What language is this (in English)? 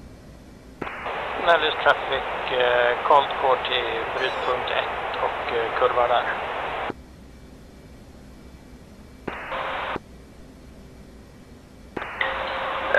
Swedish